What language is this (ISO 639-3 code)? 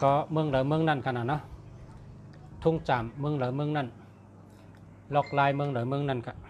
shn